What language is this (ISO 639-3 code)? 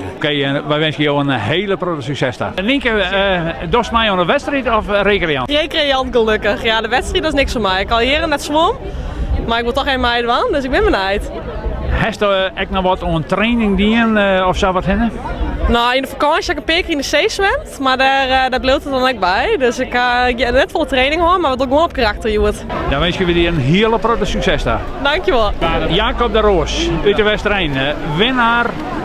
fry